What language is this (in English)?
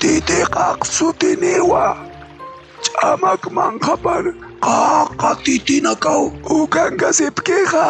Aymara